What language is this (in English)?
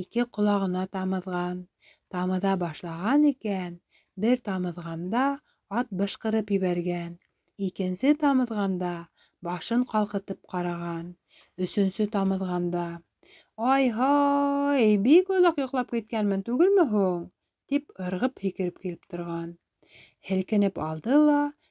Bashkir